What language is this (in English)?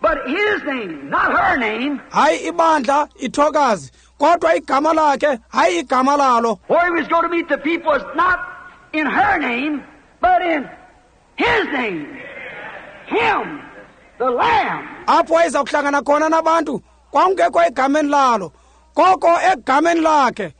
Xhosa